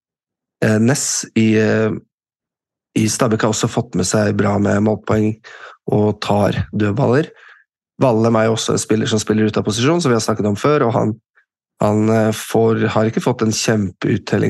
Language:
Norwegian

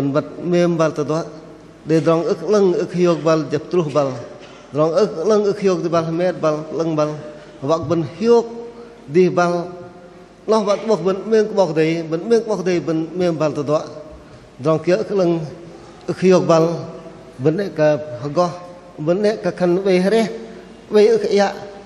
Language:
Bahnar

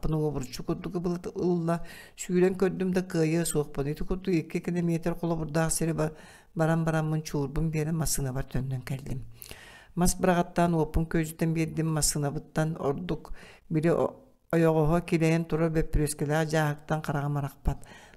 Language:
Yakut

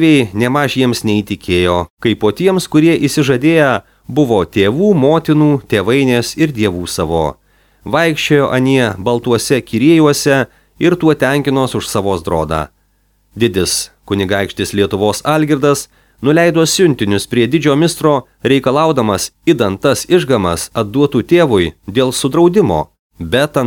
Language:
Lithuanian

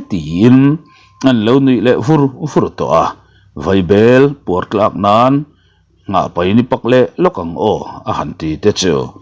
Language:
Mizo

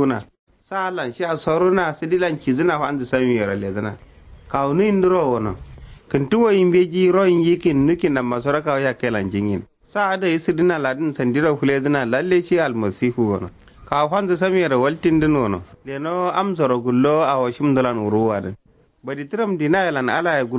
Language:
Kanuri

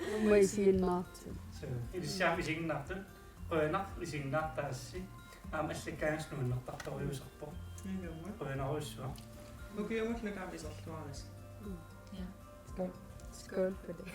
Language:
Kalaallisut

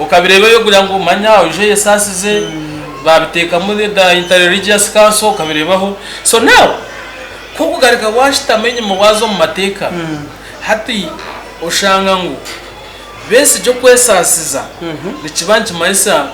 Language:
Nyankole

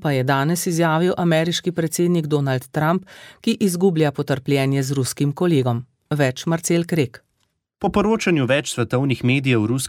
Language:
Slovenian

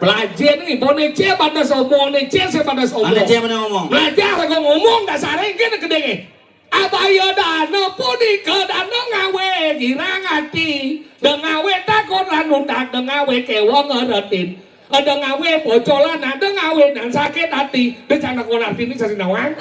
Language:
Balinese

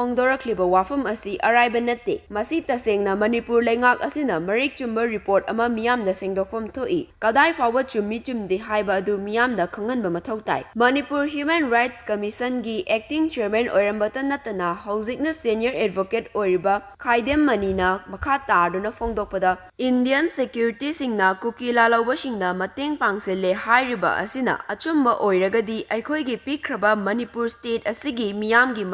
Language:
Manipuri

